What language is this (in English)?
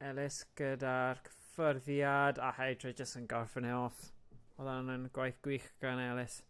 Welsh